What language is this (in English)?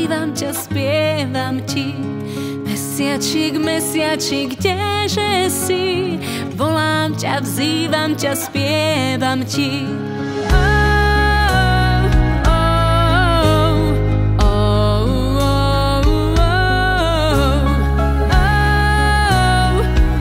Slovak